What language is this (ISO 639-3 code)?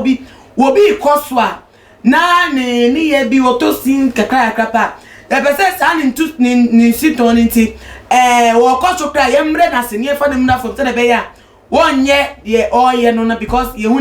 aka